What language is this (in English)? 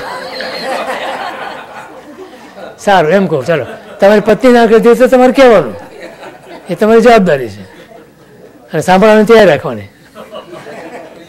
Gujarati